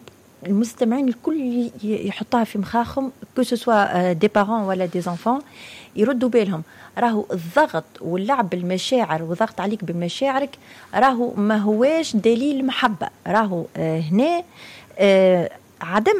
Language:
Tunisian Arabic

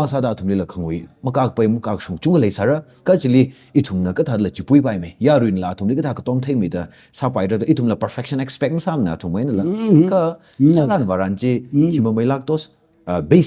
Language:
Tangkhul Naga (India)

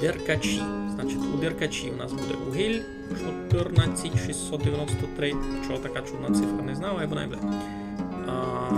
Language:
Rusyn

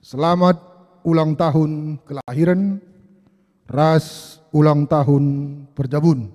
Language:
Batak Karo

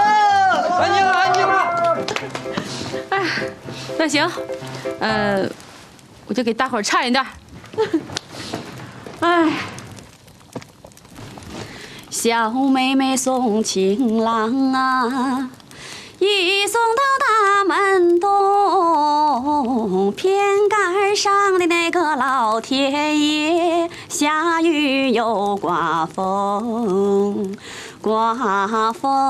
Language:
Chinese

